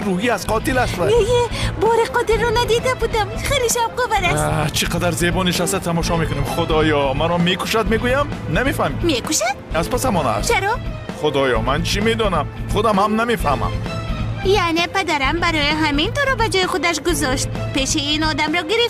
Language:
Tajik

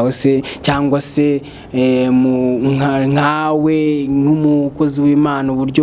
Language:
Kinyarwanda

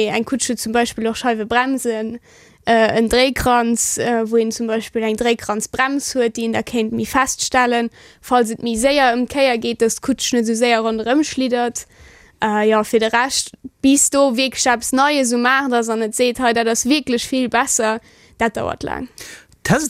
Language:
Luxembourgish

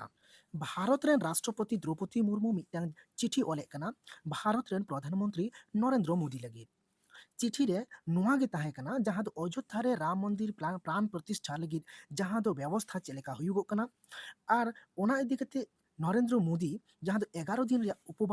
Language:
Santali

